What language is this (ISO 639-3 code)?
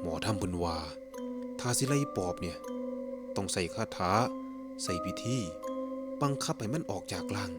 tts